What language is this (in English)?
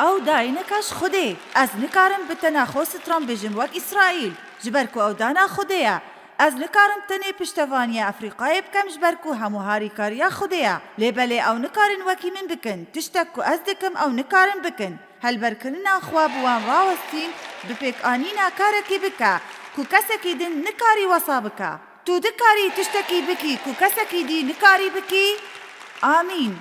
Kurdish